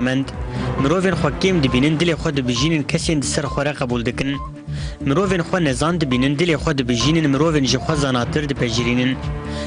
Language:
Kurdish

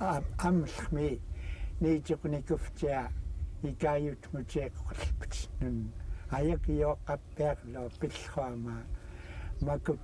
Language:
Central Yupik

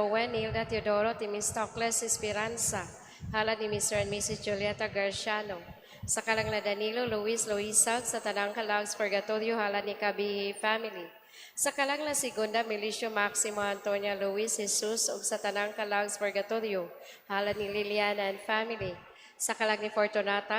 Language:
Cebuano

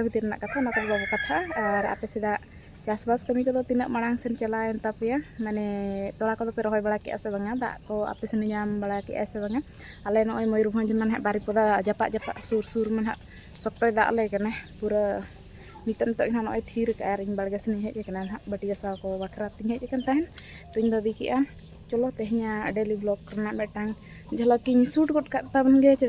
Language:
Santali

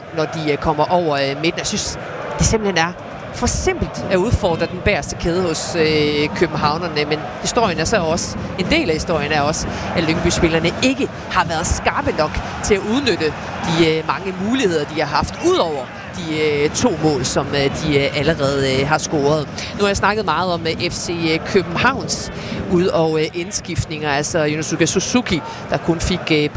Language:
Danish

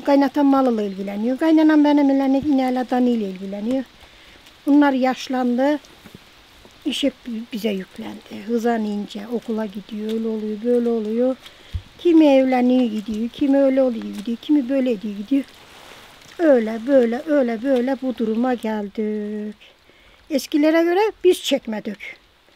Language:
Turkish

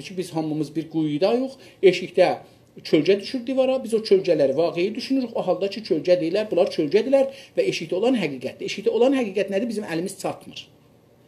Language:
South Azerbaijani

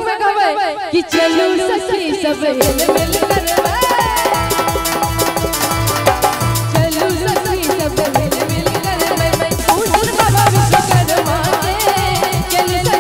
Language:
Bhojpuri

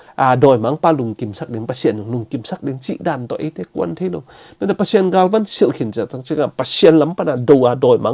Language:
Tedim Chin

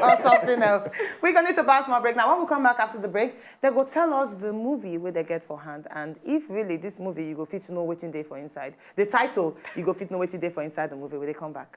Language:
Nigerian Pidgin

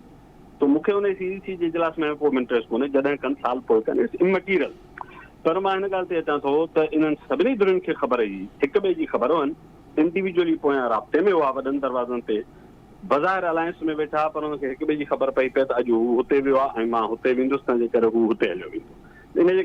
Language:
Sindhi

